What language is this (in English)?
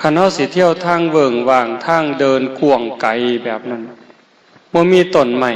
Northeastern Thai